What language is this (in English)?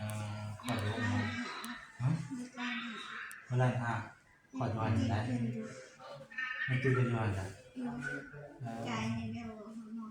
Northeastern Thai